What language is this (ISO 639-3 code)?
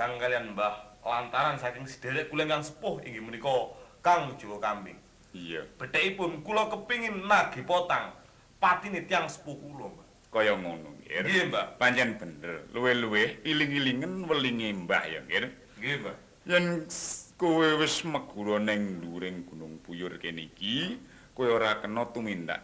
jav